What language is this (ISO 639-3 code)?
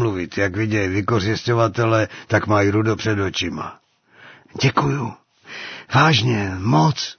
ces